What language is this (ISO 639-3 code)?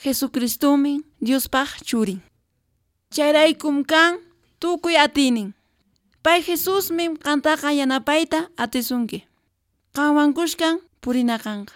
que